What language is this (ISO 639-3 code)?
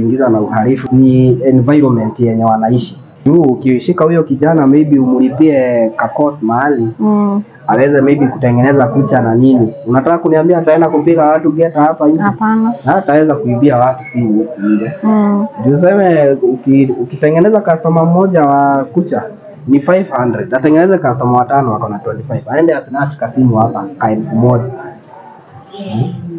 swa